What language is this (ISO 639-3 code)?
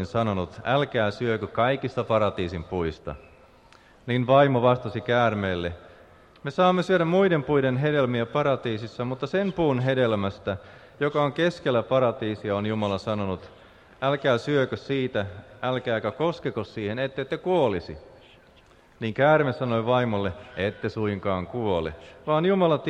fin